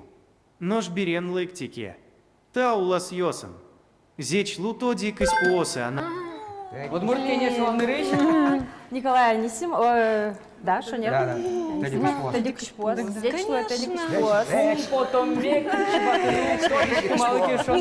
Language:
Udmurt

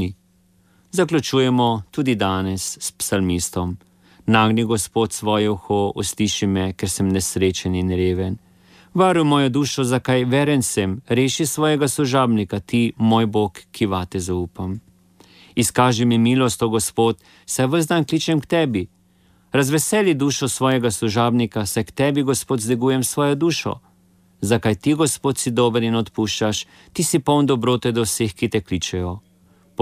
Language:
Slovenian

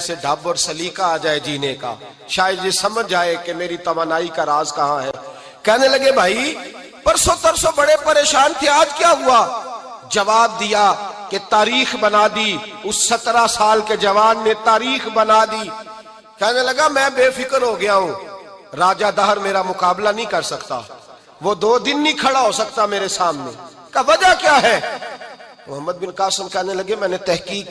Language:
Urdu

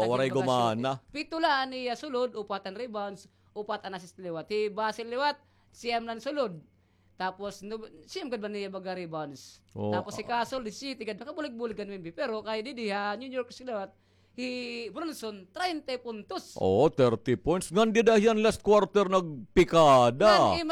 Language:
Waray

